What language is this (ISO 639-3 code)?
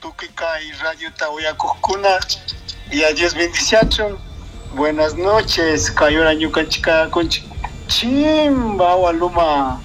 qug